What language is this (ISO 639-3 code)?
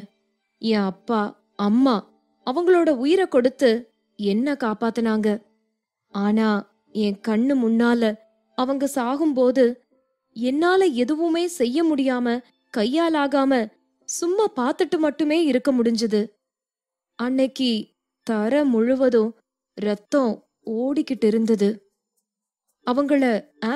tam